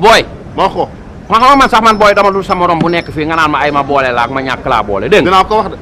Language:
Wolof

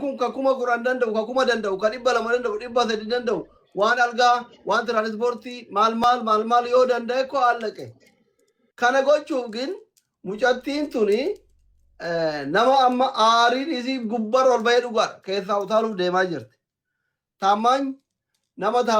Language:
Oromo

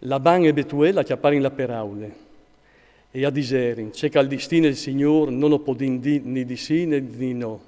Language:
Friulian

